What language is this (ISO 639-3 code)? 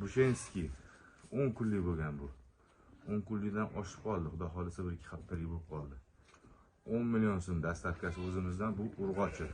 uzb